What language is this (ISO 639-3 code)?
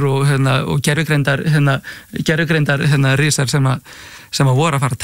isl